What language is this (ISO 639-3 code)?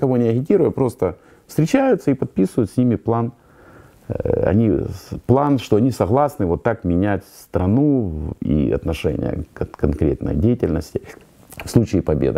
rus